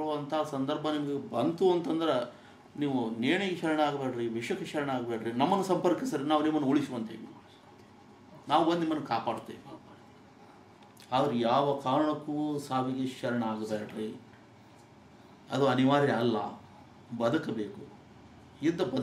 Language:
Kannada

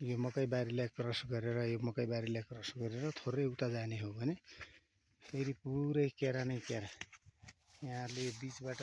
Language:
Nepali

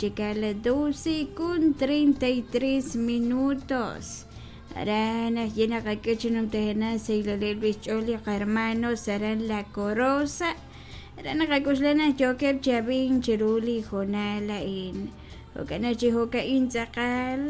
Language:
Kekchí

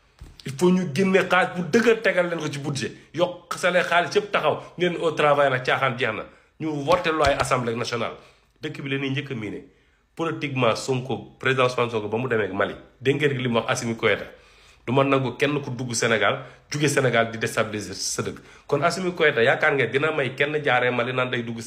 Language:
Wolof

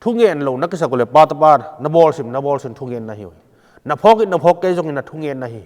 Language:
Tedim Chin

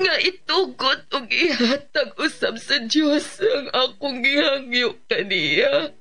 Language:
Cebuano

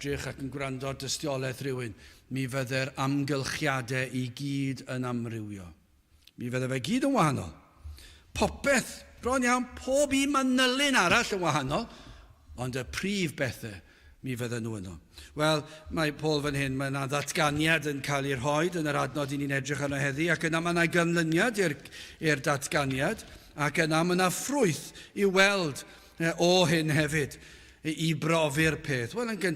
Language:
Welsh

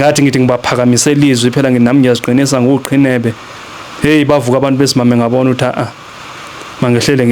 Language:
Zulu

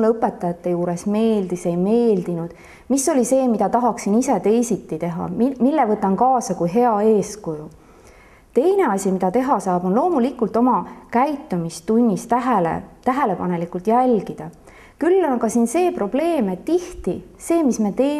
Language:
Estonian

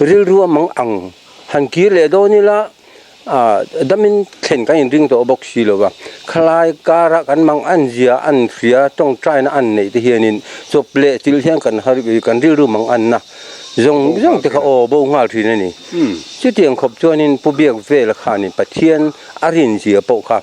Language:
Mizo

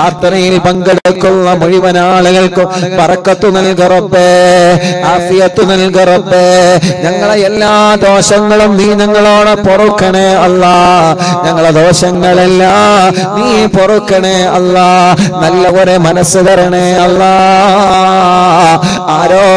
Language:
Malayalam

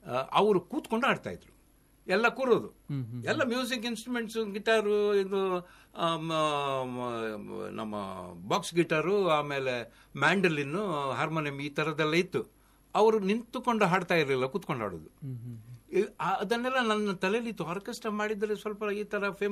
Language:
Kannada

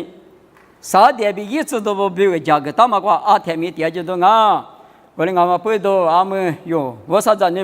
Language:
Lisu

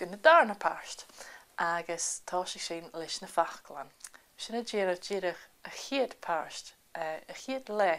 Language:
Scottish Gaelic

